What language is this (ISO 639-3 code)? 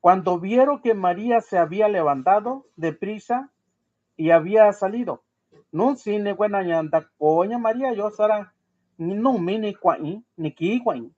mix